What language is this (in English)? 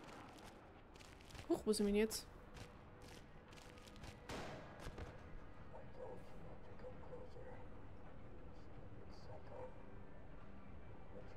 German